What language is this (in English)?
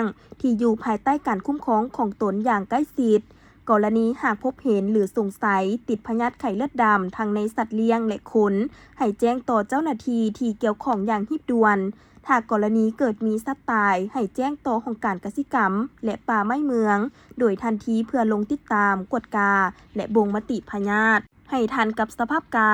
Lao